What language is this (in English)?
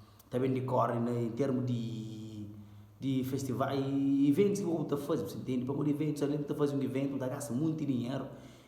Kabuverdianu